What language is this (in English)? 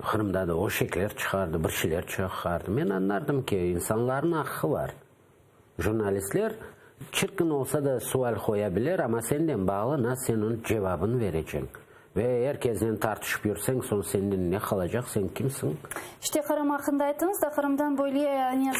Crimean Tatar